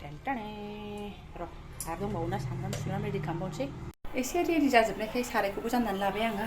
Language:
Bodo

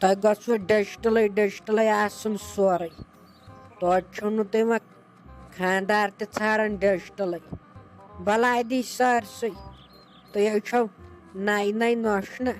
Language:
Kashmiri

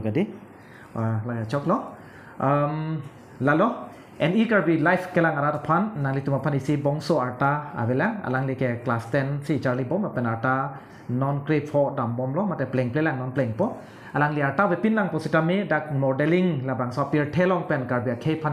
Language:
Karbi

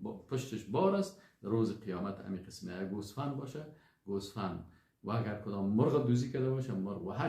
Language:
Persian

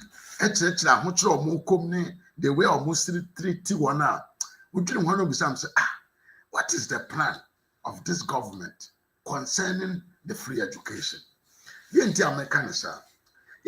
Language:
Akan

